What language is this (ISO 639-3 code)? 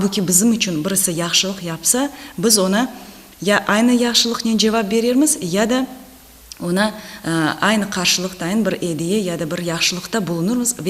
crh